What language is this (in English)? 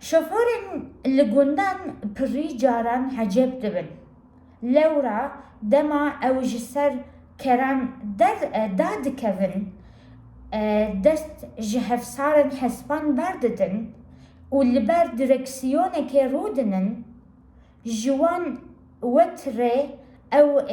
Kurdish